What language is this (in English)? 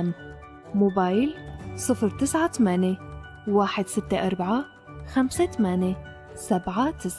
North Levantine Arabic